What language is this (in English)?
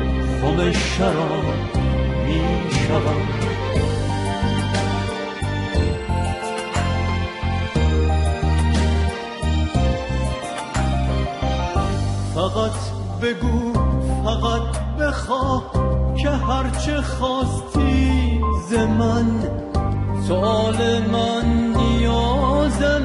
Persian